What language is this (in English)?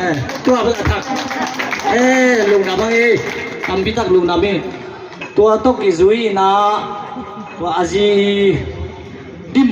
Tedim Chin